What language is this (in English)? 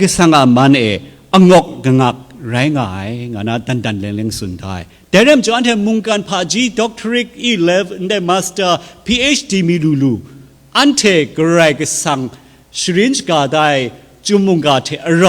Kachin